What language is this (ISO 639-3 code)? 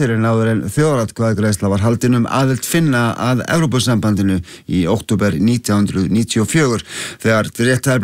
isl